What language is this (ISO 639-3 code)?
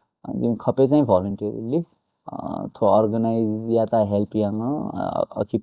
new